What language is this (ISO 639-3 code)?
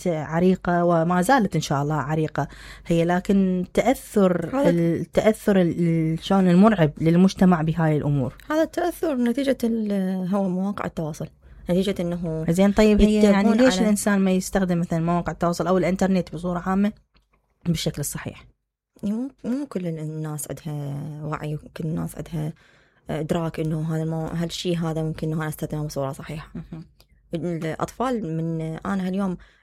acm